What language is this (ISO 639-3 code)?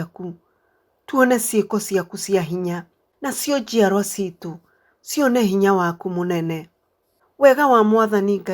kik